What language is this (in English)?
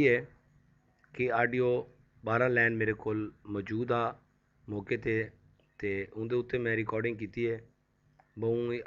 Saraiki